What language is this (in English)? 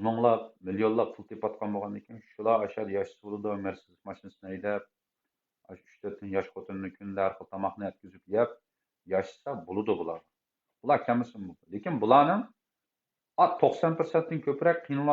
Uyghur